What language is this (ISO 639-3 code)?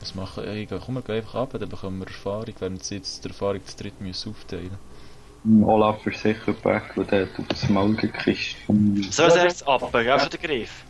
gsw